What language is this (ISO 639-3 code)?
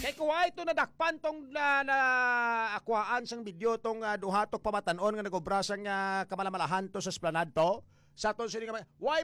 hil